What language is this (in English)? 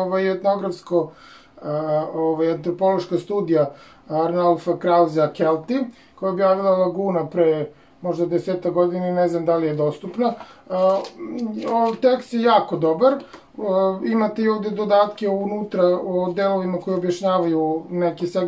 Serbian